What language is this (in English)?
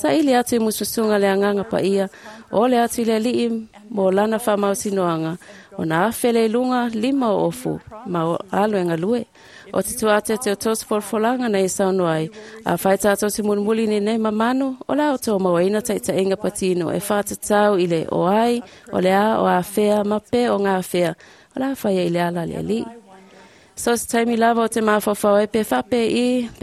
Samoan